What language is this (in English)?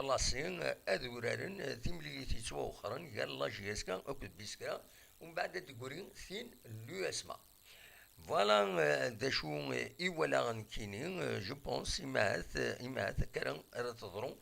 Kabyle